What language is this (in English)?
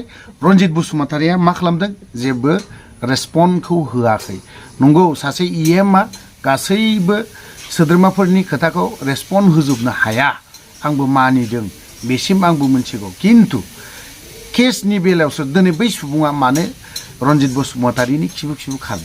Bodo